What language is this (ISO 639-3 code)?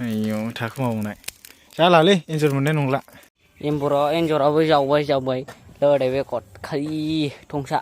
brx